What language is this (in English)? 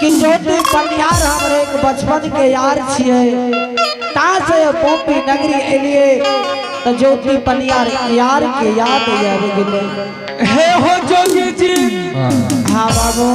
Angika